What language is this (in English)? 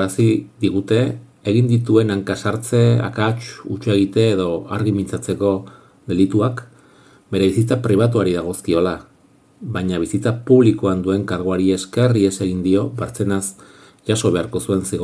Basque